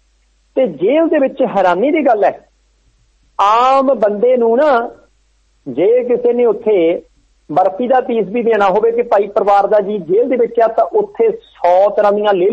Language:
Punjabi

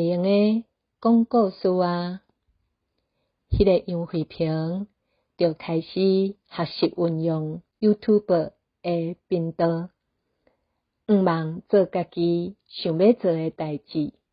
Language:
Min Nan Chinese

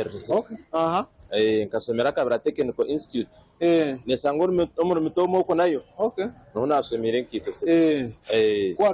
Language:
Nyankole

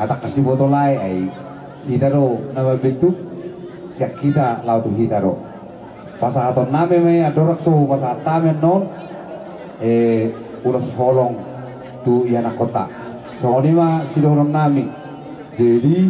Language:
Batak Toba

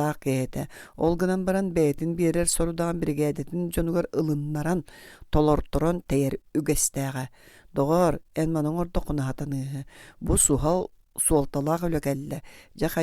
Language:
Yakut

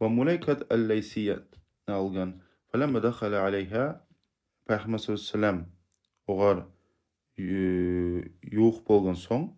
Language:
Kumyk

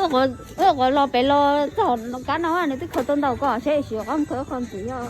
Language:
Hmong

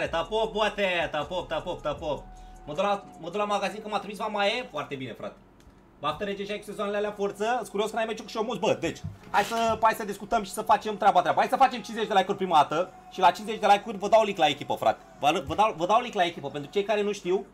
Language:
Romanian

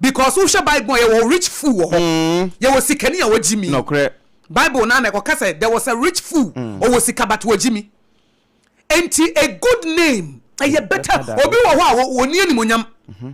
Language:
Akan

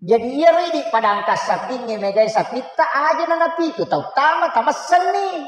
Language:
Buginese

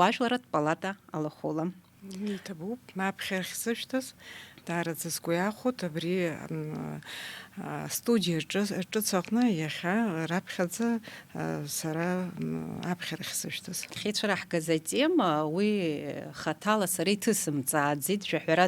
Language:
Abkhazian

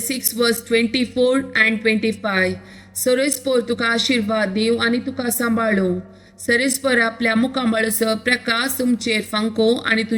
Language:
Konkani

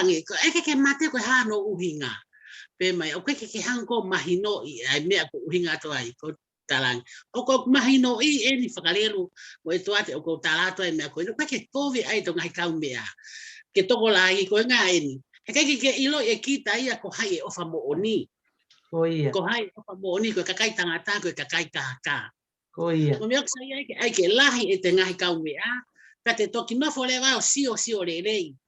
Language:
Tongan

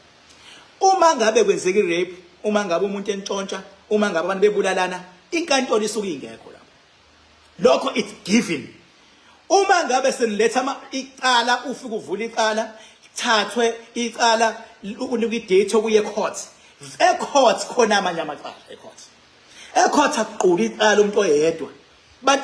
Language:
Zulu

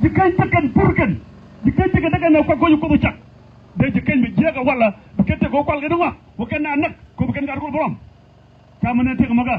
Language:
Nuer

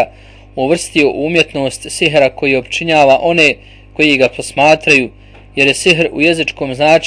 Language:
Bosnian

